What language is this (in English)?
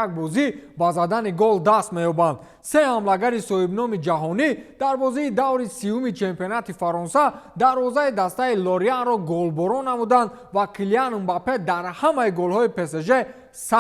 Tajik